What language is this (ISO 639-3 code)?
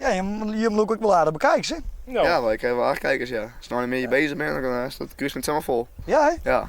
fry